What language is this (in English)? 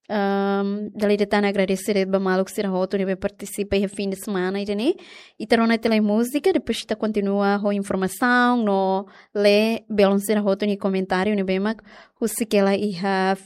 Tetum